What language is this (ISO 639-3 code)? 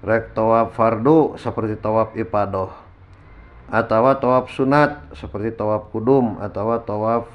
sun